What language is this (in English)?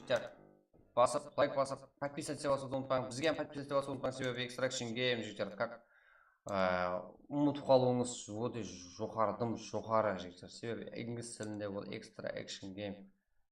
Kara-Kalpak